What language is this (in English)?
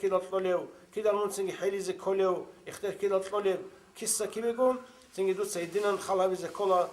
Avaric